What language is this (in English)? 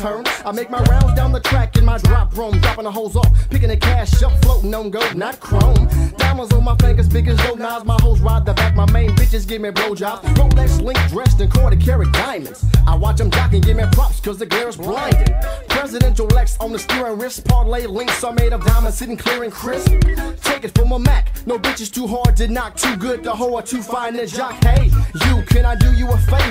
English